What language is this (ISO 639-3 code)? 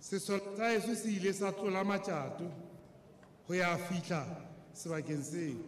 sot